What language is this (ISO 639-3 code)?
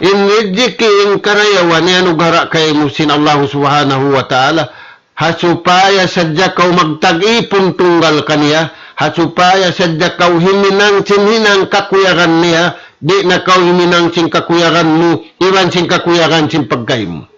tsg